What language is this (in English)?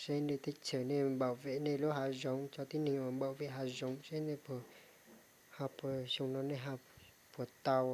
Hmong